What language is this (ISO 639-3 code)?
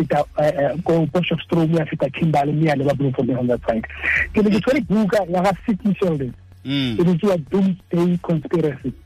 tsn